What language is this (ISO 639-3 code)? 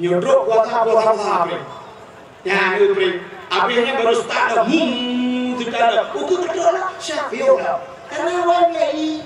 ace